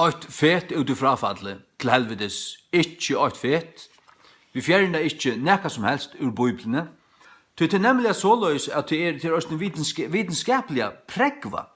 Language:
Faroese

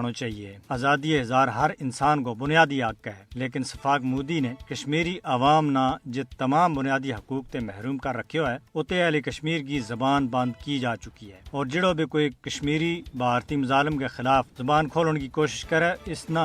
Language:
Gujari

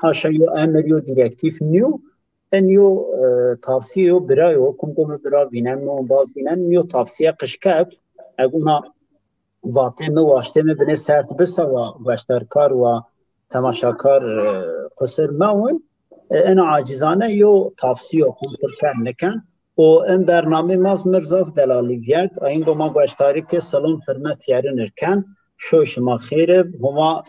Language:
Zaza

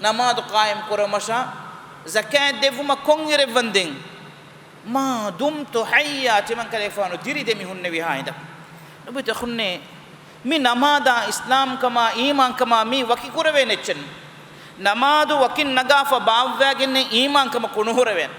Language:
Divehi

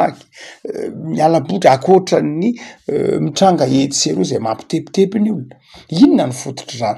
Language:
Malagasy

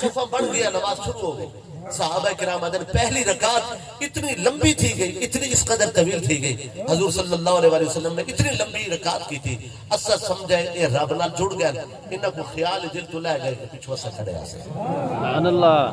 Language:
Saraiki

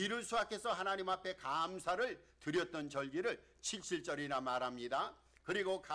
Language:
Korean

